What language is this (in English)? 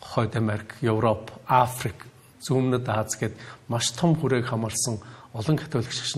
Mongolian